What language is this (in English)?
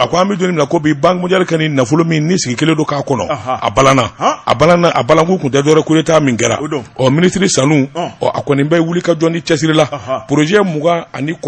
Bambara